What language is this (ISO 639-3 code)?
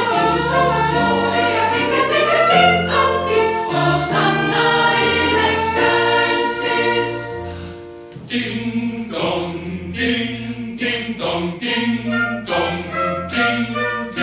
isl